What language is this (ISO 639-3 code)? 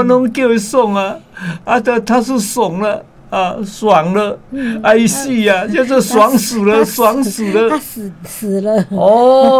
nan